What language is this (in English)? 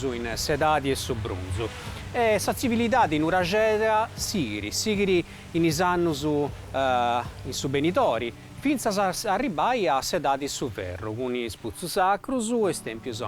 Sardinian